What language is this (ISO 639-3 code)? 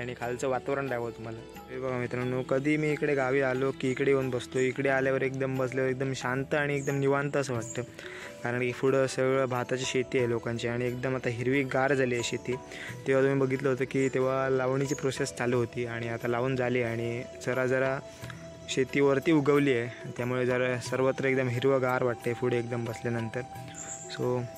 mar